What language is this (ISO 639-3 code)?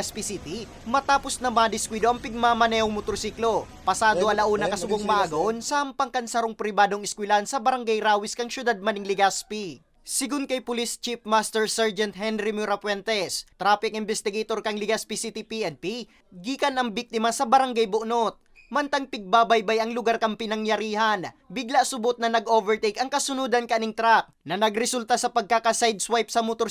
bik